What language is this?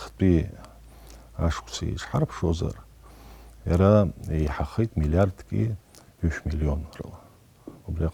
Abkhazian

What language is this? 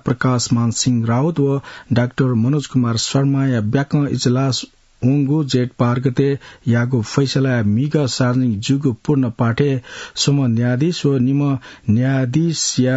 Newari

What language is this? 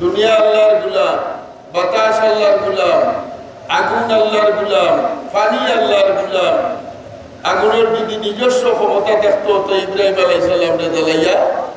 Sylheti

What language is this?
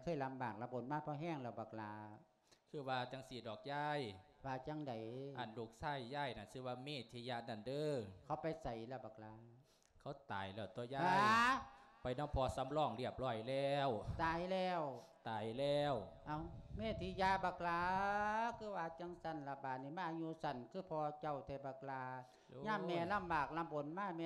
Lao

